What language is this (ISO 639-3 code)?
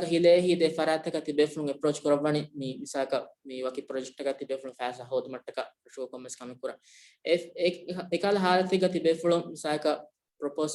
div